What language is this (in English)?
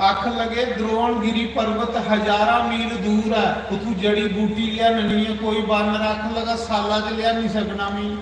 Dogri